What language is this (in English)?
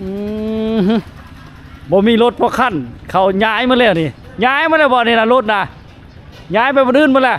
Lao